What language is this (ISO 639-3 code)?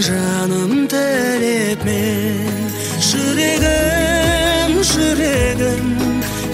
kaz